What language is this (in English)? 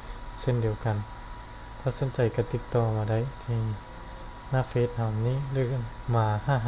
Lao